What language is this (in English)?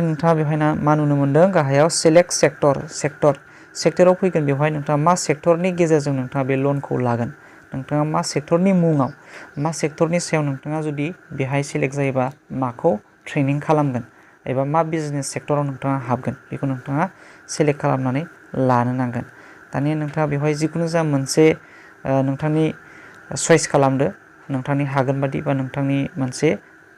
Bodo